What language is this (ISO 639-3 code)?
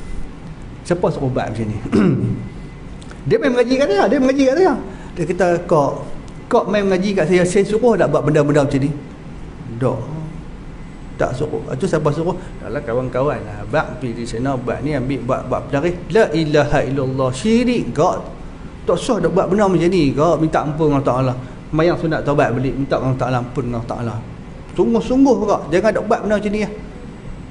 msa